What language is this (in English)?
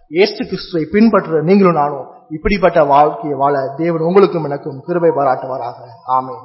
Tamil